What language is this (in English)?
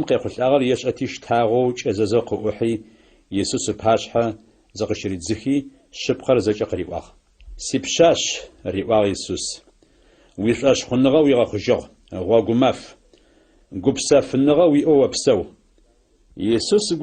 Adyghe